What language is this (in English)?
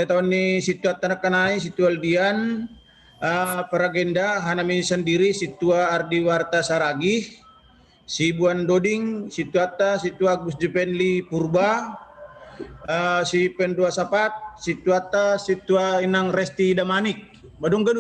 Batak Simalungun